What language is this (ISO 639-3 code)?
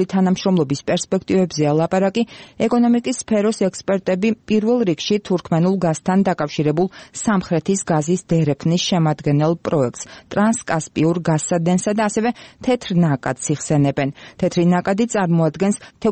kat